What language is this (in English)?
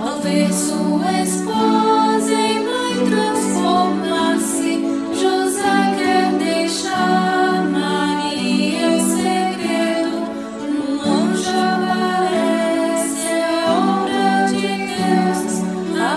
Portuguese